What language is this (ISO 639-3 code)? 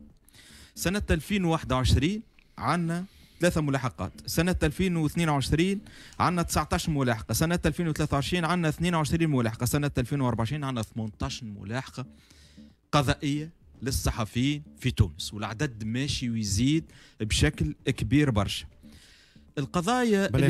aeb